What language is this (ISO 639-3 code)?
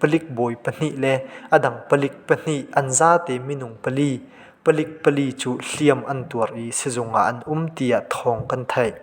cnh